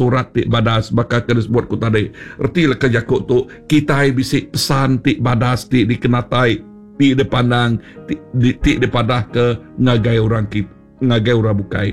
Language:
Iban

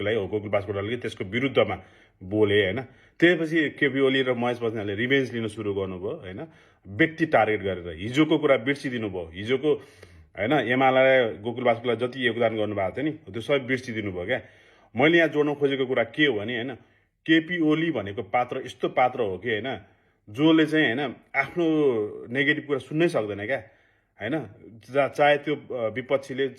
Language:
Nepali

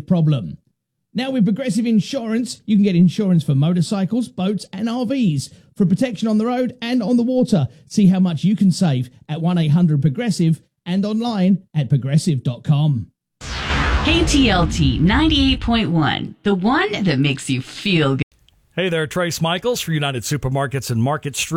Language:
English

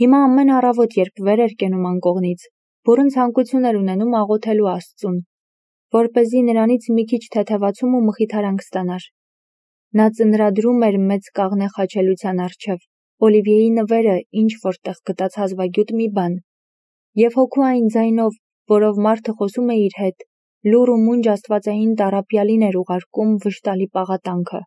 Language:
Armenian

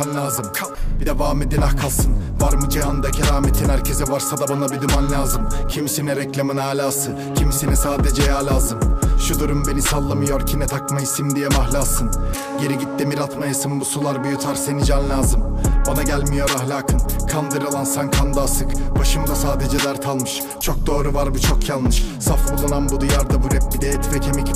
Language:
Turkish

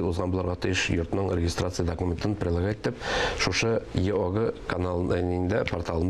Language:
Tatar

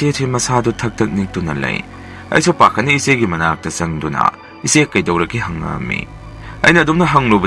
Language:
Manipuri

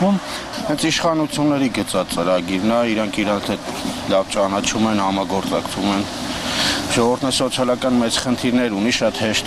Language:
Armenian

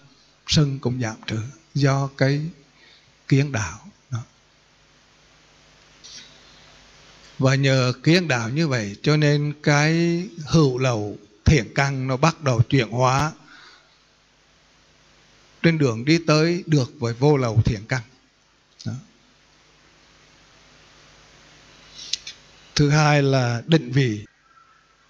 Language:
Vietnamese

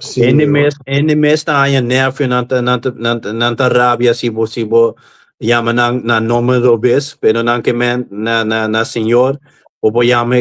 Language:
Papiamento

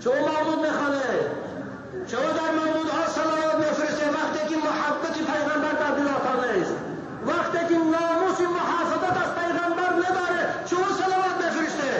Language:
Tajik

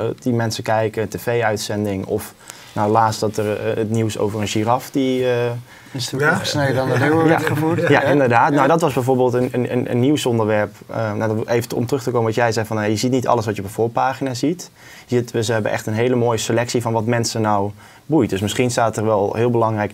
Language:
Dutch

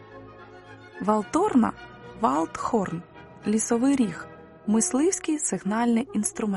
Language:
Ukrainian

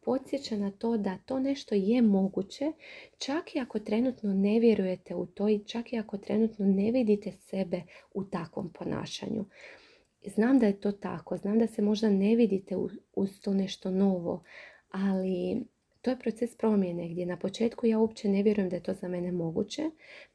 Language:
Croatian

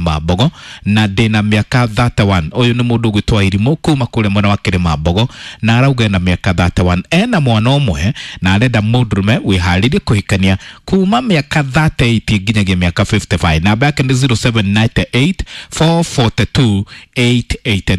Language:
Kikuyu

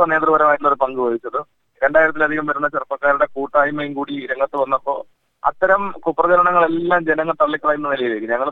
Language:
Malayalam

